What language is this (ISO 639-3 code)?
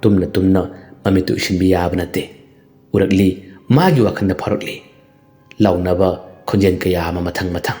mni